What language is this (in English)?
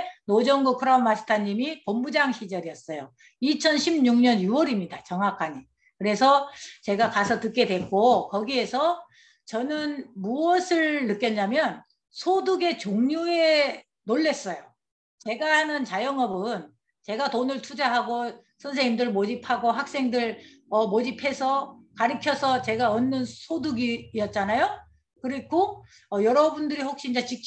Korean